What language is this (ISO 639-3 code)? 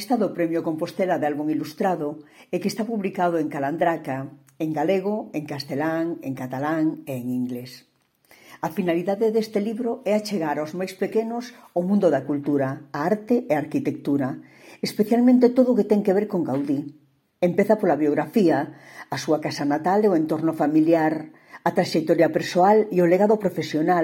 glg